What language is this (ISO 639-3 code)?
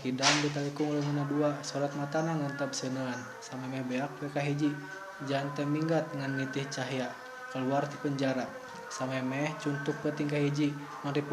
sun